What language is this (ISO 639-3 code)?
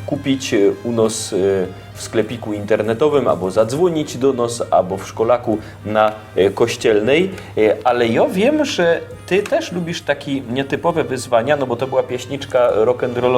szl